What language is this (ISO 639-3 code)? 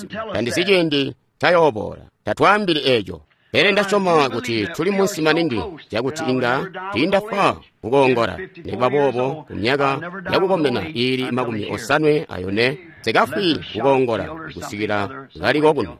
toi